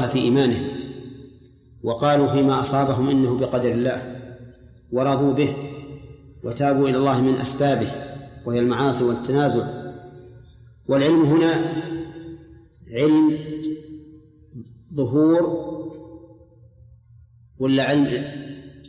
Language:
Arabic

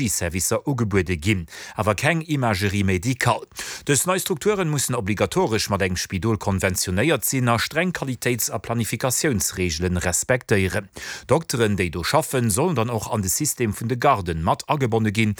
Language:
Luxembourgish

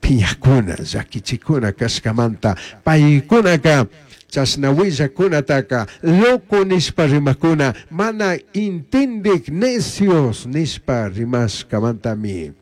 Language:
Chimborazo Highland Quichua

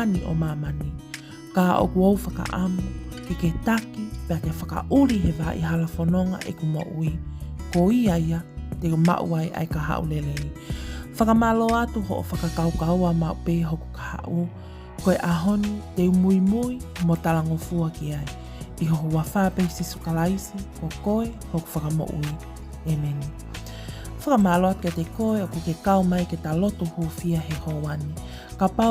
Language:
Tongan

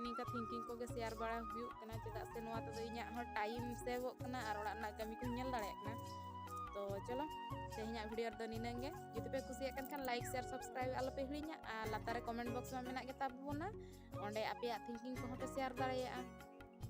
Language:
Santali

